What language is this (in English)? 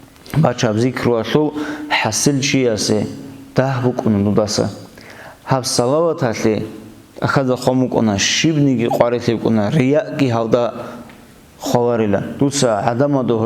Avaric